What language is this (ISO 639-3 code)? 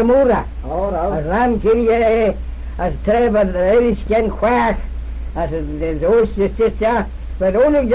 glv